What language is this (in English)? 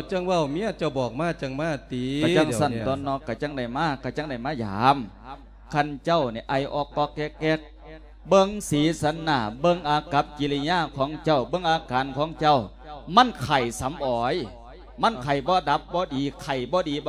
Lao